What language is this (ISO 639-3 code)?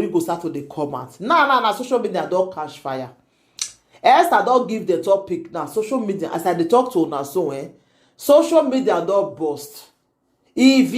pcm